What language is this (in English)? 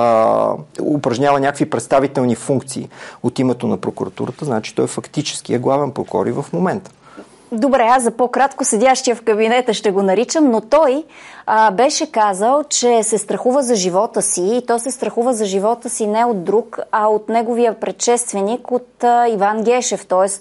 Bulgarian